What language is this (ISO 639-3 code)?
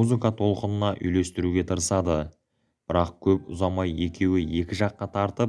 kaz